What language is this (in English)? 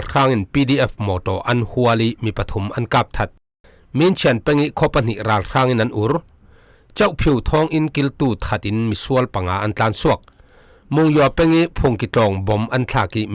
Falam Chin